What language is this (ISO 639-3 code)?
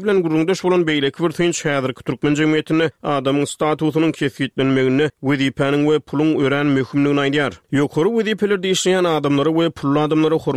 tuk